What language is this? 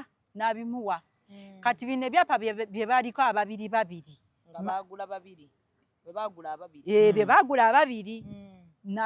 Ganda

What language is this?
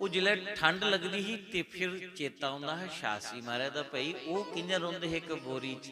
Dogri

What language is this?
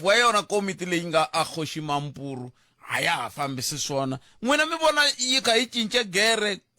Tsonga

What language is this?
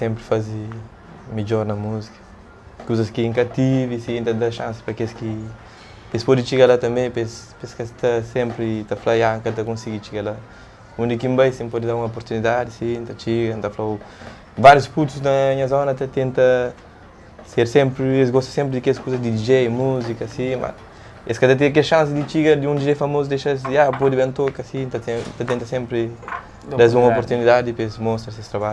Kabuverdianu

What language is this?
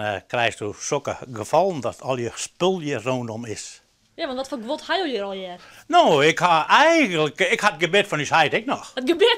Western Frisian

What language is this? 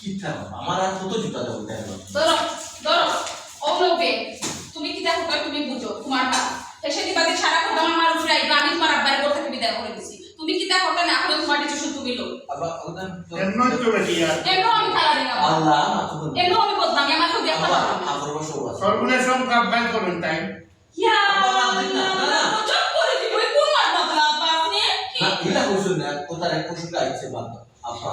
Sylheti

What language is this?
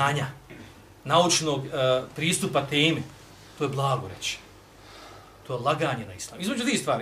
Bosnian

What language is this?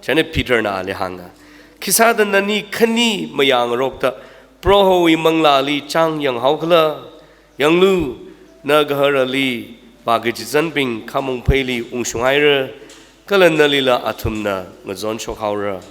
Tangkhul Naga (India)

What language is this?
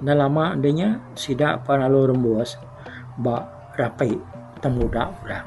Iban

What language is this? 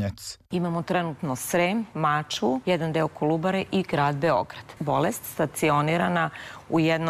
Serbian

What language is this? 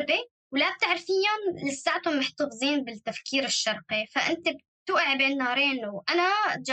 North Levantine Arabic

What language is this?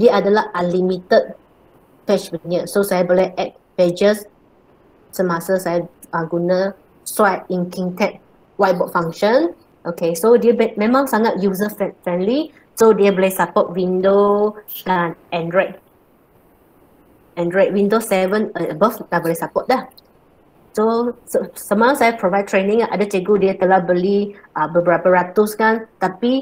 Malay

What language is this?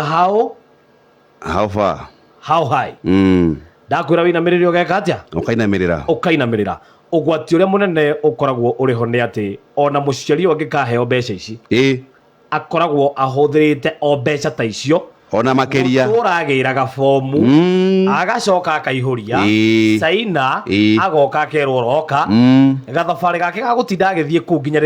Kikuyu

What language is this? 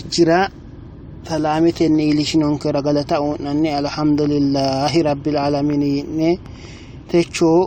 Sidamo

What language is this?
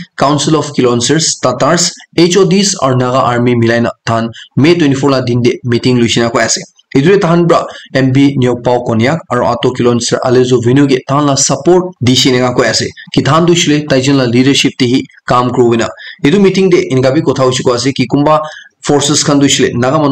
Naga Pidgin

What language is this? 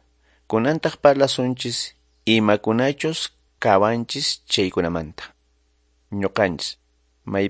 Quechua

